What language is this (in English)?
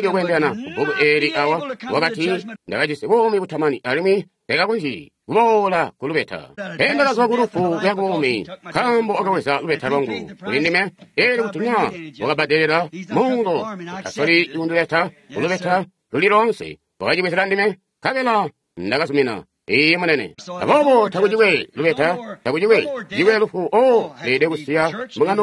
Tonga (Zambia)